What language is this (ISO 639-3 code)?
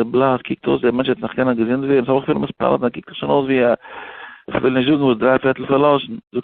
yid